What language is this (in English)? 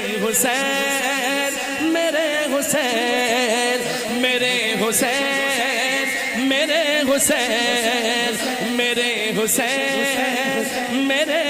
Urdu